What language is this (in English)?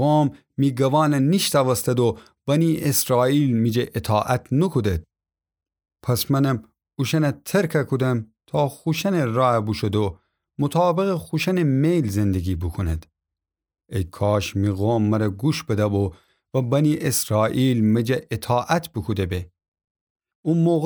Gilaki